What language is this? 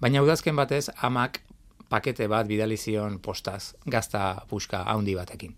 Basque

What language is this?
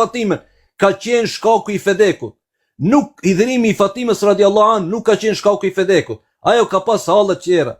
Albanian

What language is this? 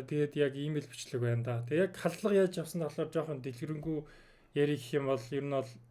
Mongolian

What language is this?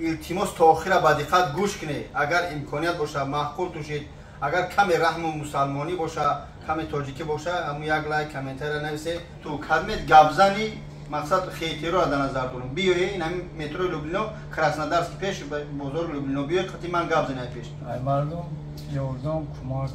Tajik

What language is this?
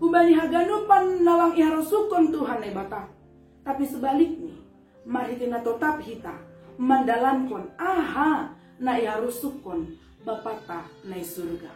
Batak Simalungun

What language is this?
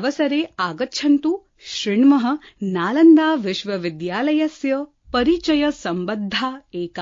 Sanskrit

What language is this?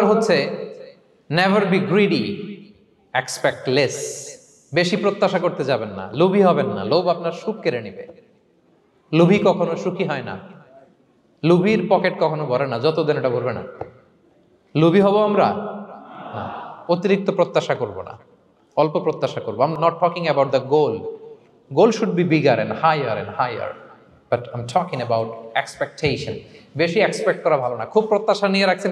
Bangla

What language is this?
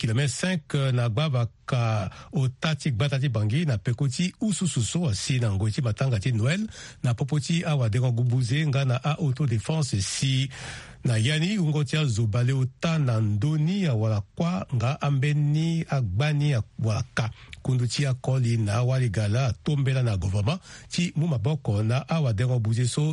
Sango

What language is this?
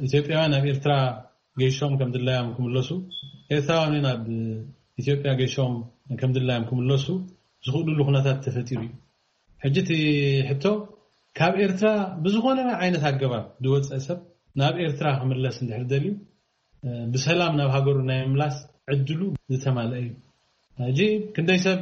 Tigrinya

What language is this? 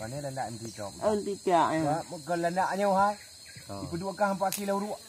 Achinese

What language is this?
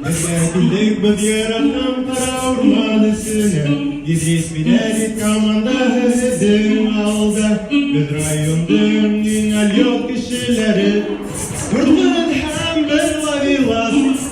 Bashkir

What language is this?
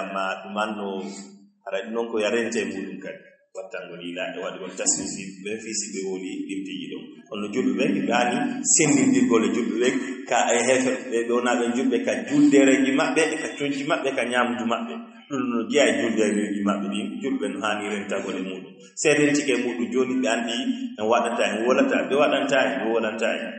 Fula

